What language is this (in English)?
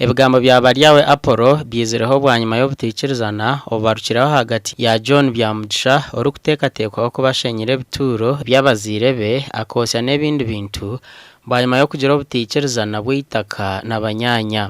Nyankole